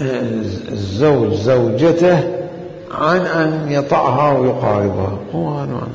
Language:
Mesopotamian Arabic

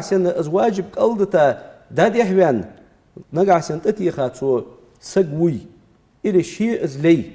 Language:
Ingush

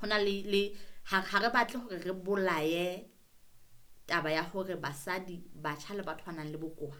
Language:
Southern Sotho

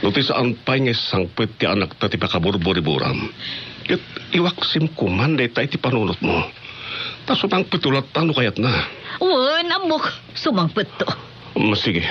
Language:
Iloko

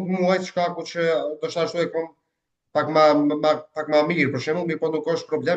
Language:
Albanian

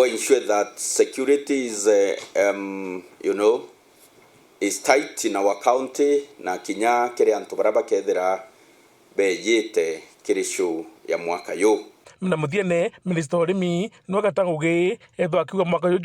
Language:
Meru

